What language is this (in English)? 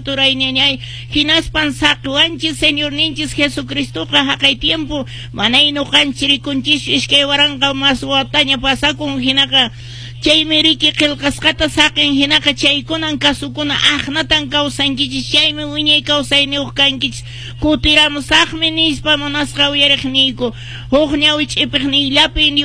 Quechua